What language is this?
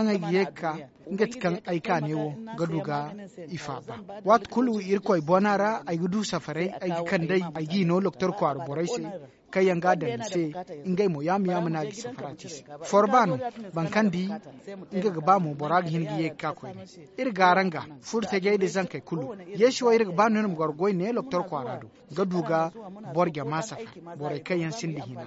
Zarma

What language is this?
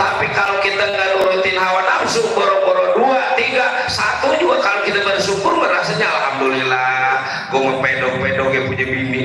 Betawi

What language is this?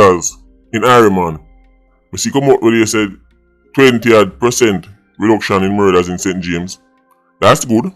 Jamaican Creole English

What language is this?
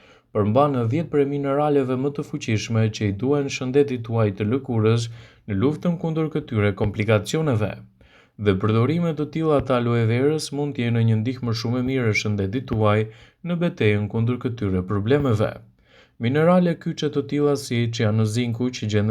Albanian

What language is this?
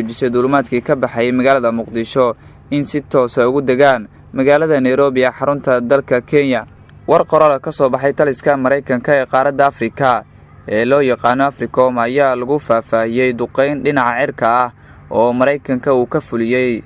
Somali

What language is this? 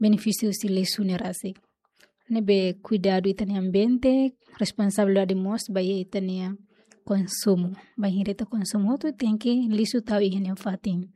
Tetum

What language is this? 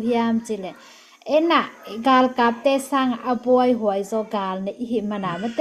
Tedim Chin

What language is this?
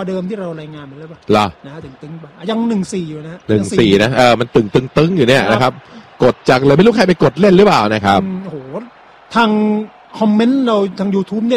Thai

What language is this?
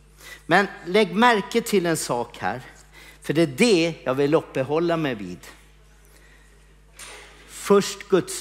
Swedish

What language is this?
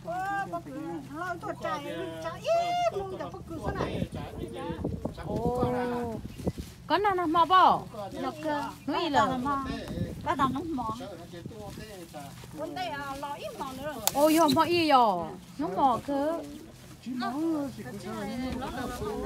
Vietnamese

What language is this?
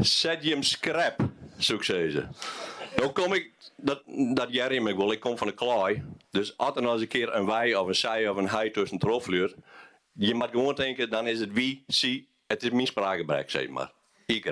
Western Frisian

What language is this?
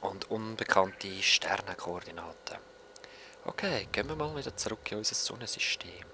Swiss German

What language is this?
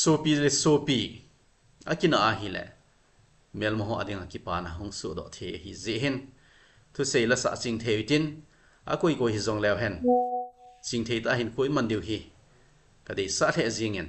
Thado Chin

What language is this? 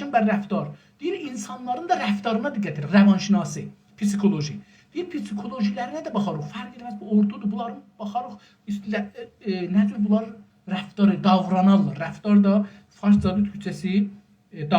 South Azerbaijani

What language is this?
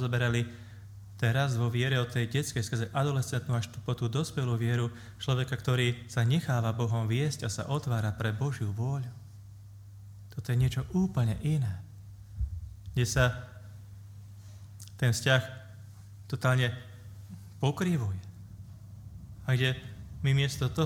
Slovak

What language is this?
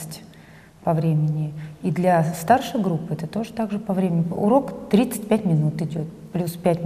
Russian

